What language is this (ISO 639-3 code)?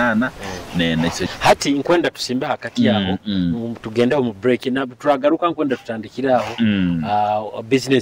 nyo